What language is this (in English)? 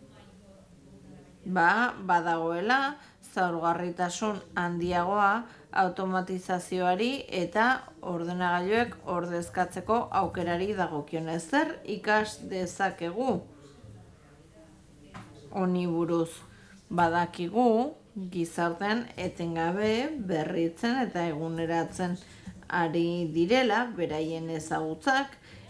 Basque